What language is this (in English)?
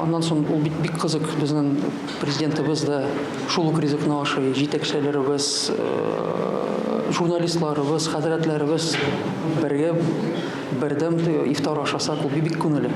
Tatar